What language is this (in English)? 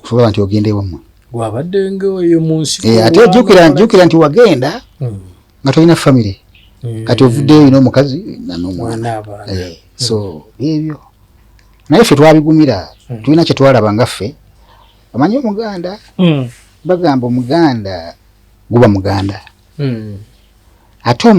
Ganda